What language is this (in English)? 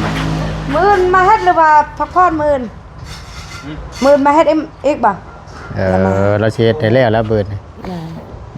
Northeastern Thai